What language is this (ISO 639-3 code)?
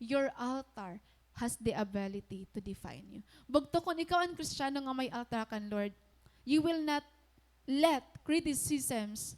war